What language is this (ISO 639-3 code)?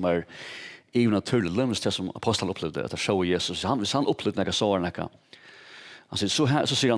fao